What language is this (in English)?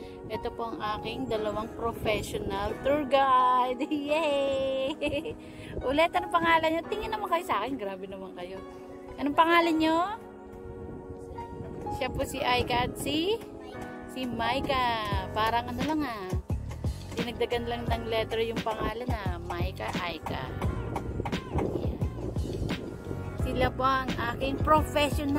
Filipino